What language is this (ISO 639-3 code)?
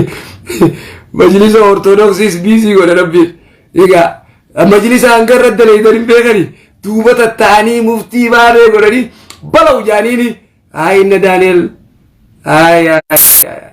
orm